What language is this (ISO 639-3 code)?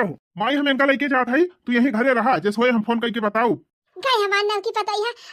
awa